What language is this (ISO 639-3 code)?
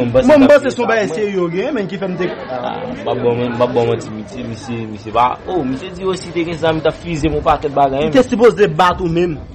hat